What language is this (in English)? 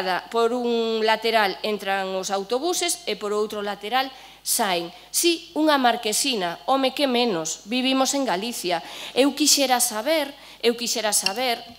Galician